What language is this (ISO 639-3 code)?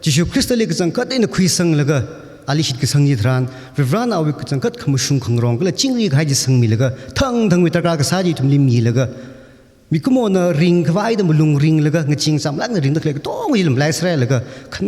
nmf